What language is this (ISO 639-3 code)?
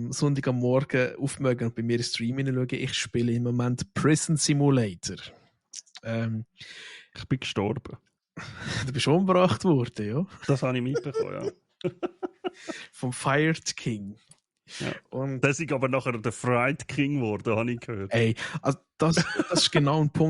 gsw